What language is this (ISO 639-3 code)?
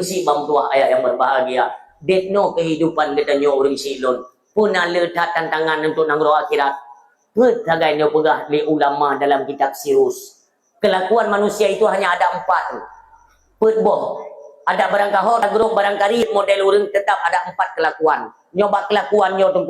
ace